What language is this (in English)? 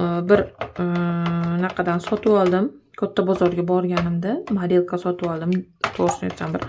Uzbek